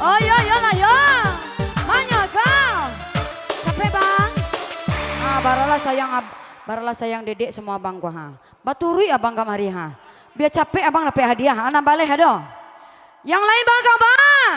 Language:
Minangkabau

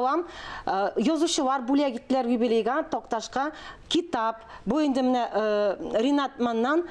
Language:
Tatar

